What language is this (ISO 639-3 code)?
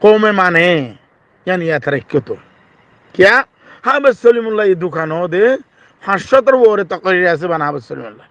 rhg